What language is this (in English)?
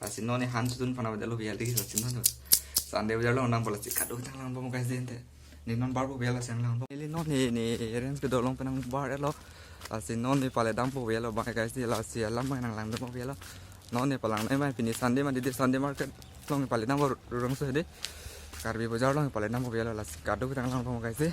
Karbi